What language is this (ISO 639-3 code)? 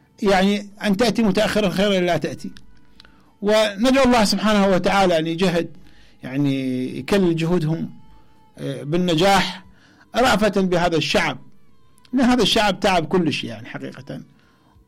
acm